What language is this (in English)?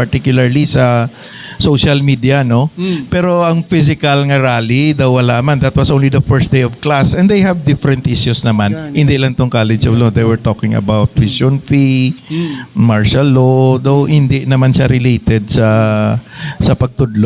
Hiligaynon